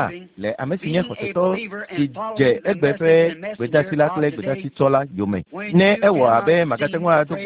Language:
Ewe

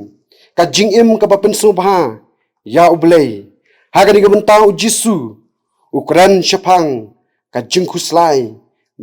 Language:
Khasi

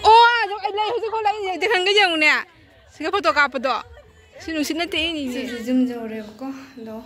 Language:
Manipuri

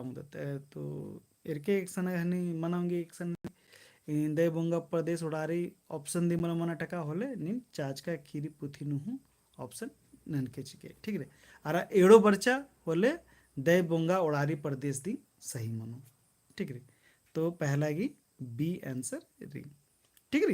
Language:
Kurukh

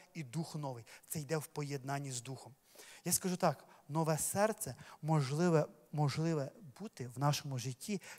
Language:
Ukrainian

